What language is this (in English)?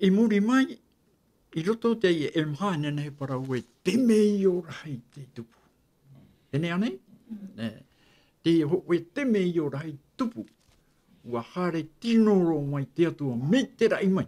Tahitian